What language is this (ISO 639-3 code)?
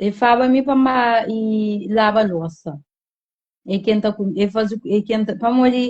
kea